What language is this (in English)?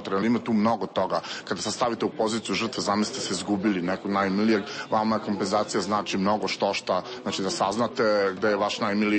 Serbian